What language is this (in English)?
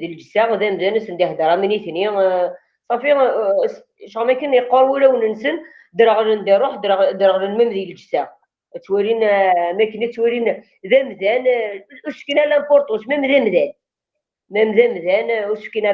Kabyle